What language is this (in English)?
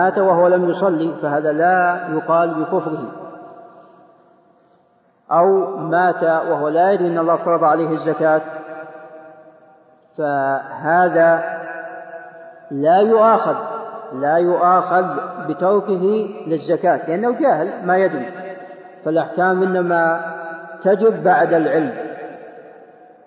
Arabic